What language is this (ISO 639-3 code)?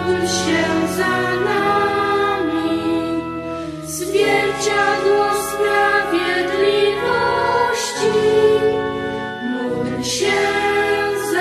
pol